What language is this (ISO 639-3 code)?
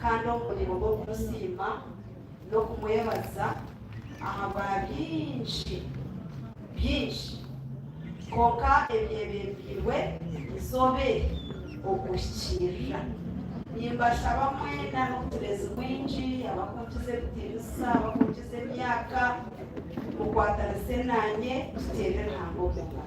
nyn